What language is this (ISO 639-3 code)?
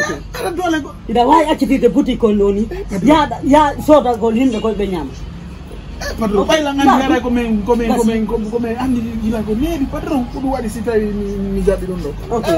ful